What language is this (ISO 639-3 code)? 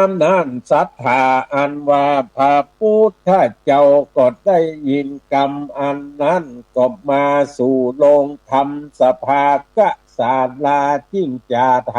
nod